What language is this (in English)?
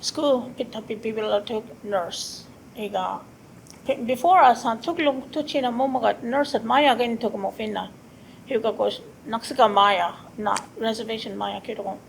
Choctaw